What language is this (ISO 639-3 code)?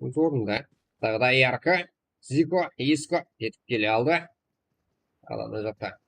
kaa